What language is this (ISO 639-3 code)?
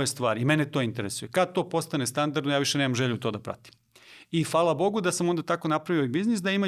mkd